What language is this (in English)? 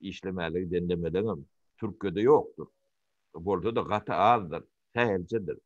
Turkmen